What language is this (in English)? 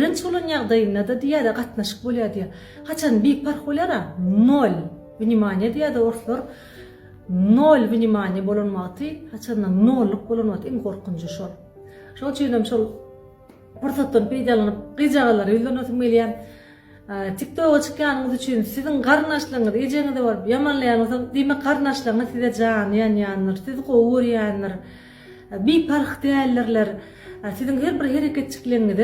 Turkmen